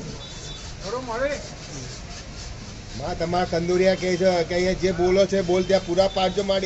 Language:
Gujarati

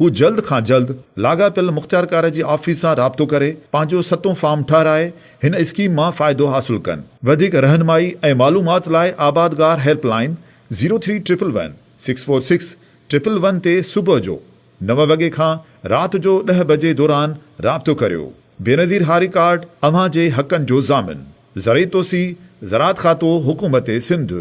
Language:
Sindhi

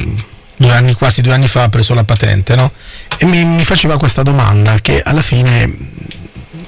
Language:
Italian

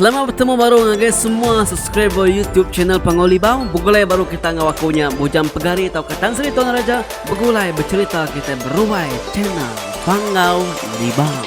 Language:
Iban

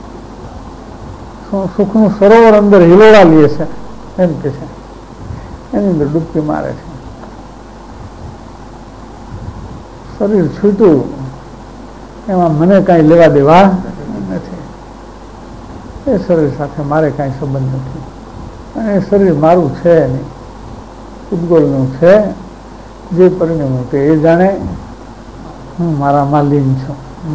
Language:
Gujarati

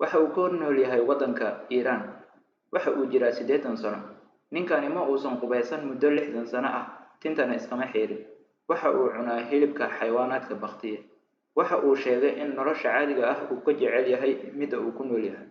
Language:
Somali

